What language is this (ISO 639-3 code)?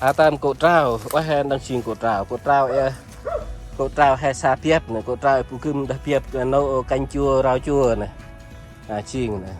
cmo